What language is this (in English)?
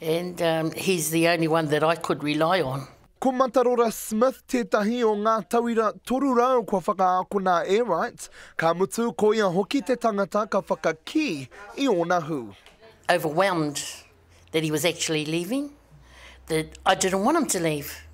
Māori